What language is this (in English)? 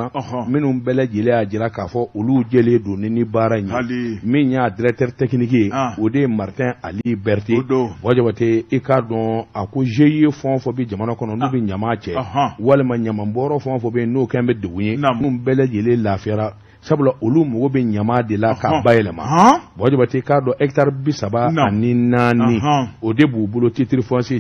Bambara